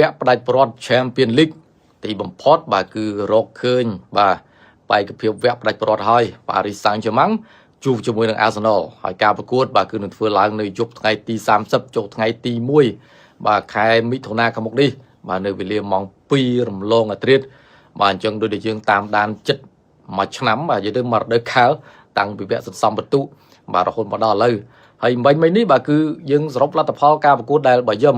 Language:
Khmer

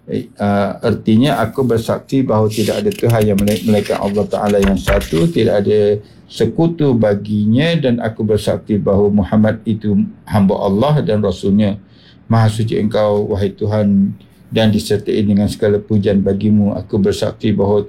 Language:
Malay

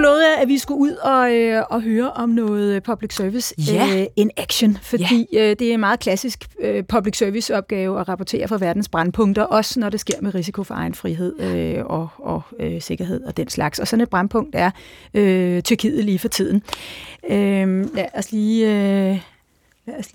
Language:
Danish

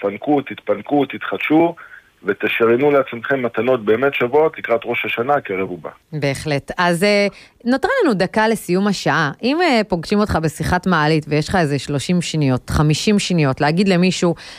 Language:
Hebrew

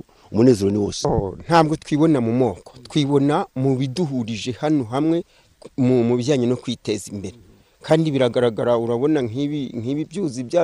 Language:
Kinyarwanda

